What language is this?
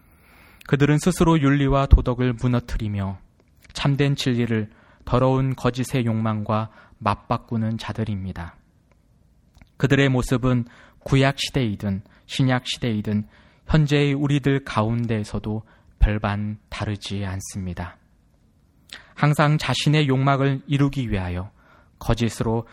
Korean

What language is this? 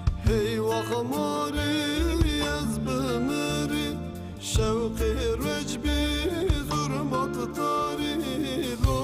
Zaza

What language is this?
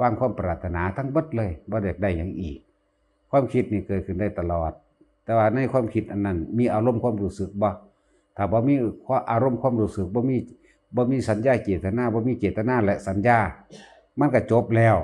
Lao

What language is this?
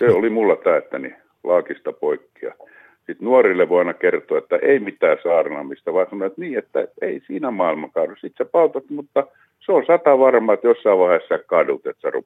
Finnish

